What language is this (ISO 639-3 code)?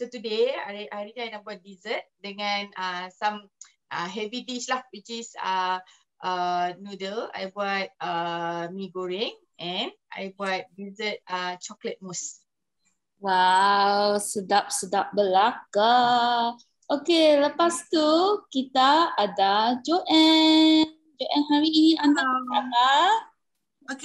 msa